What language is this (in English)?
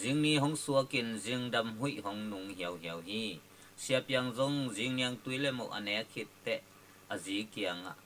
Tedim Chin